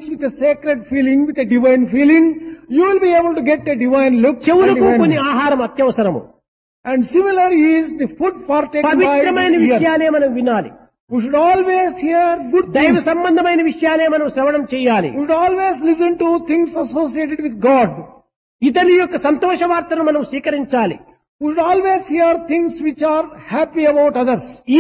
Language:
Telugu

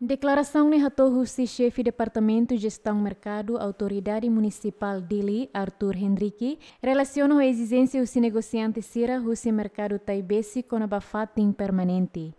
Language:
Tetum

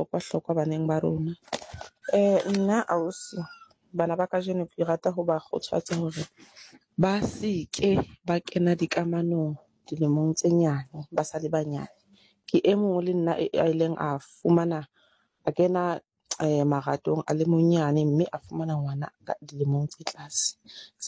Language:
Southern Sotho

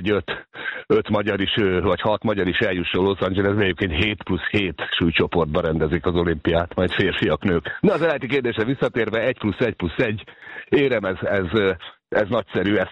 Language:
Hungarian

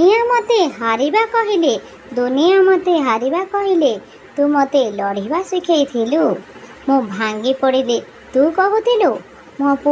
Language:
Odia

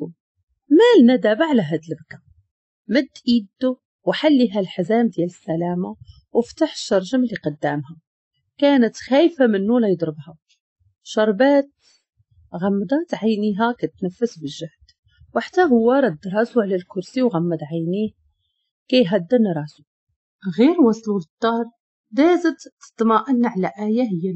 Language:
Moroccan Arabic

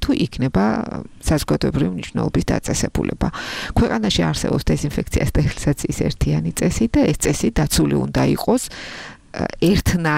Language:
Georgian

